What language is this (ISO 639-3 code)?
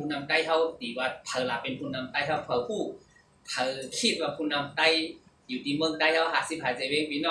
shn